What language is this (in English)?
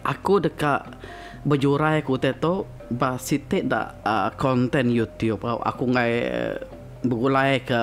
Iban